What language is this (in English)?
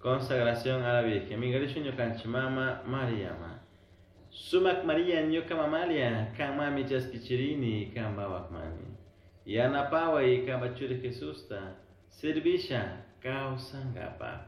Chimborazo Highland Quichua